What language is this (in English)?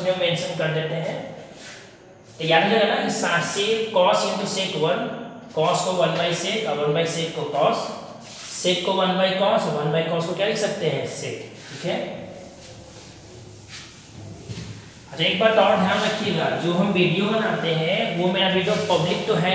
Hindi